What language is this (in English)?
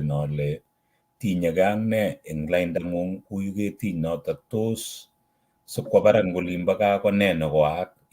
Kalenjin